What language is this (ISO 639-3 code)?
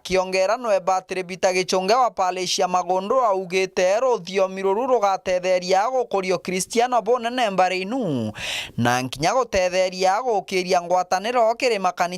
mer